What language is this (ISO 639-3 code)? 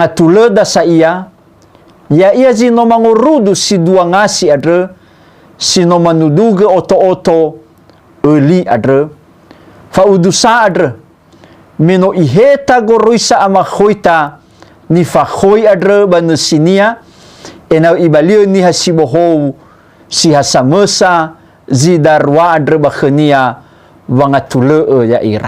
nia